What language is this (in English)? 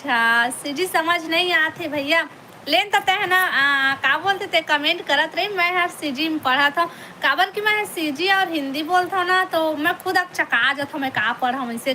Chhattisgarhi